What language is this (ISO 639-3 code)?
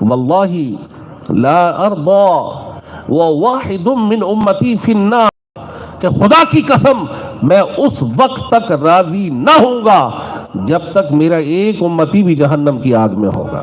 skr